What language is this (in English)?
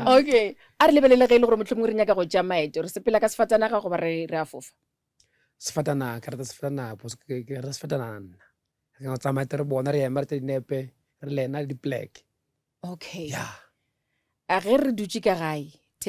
Northern Sotho